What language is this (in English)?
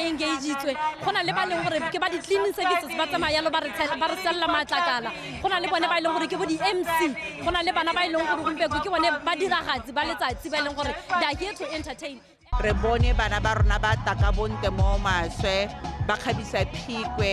Tswana